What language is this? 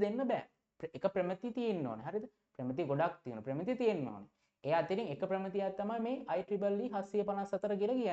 Sinhala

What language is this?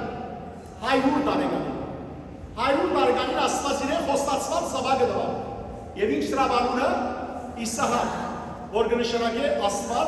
Western Armenian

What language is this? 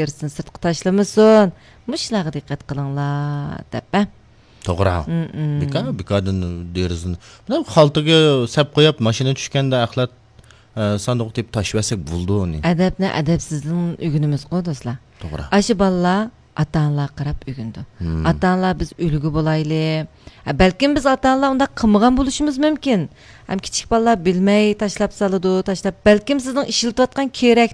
Uyghur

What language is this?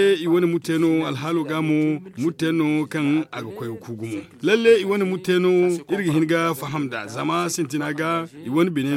Zarma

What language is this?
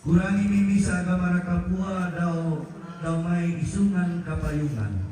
Toraja-Sa'dan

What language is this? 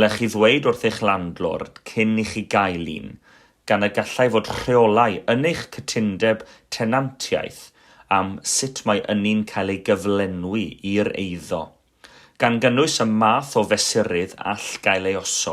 Welsh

